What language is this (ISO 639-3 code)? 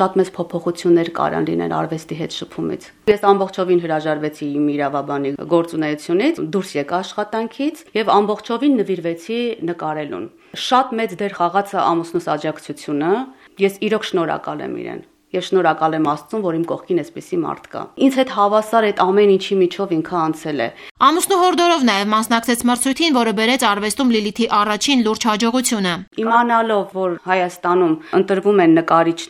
hye